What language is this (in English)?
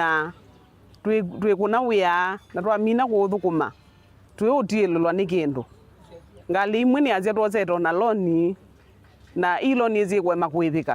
Kamba